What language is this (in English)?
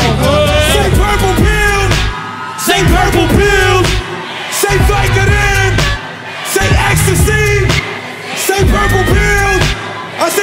English